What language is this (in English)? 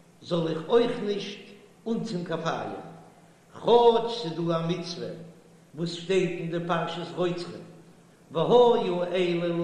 Yiddish